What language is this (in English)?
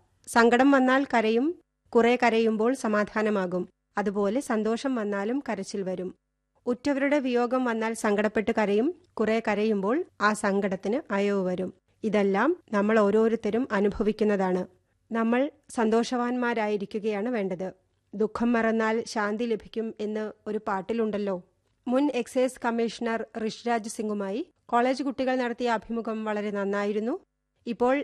Malayalam